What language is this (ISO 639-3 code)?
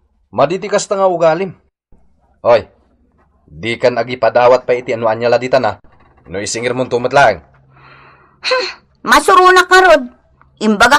ilo